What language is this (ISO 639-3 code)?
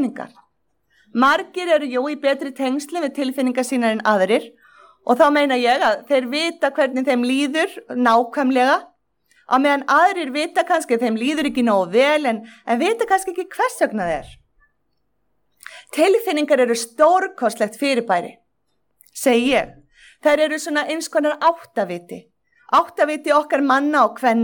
isl